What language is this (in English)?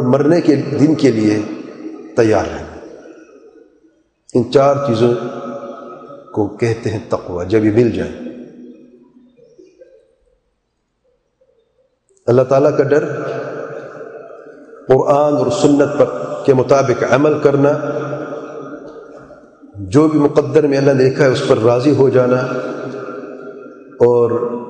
Urdu